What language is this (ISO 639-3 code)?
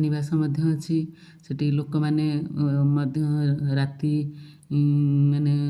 ori